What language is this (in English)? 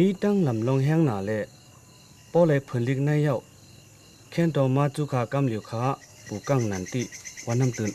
Shan